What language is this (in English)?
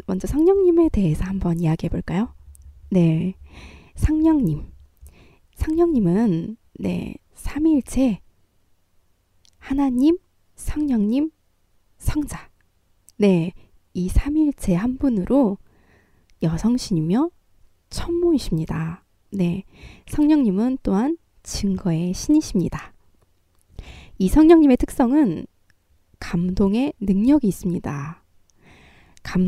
Korean